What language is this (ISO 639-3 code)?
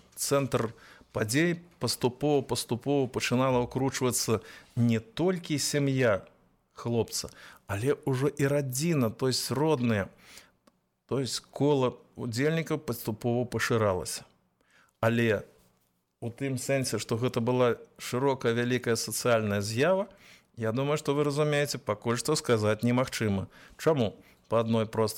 bel